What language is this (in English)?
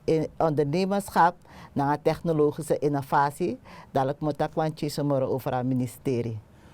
Sranan Tongo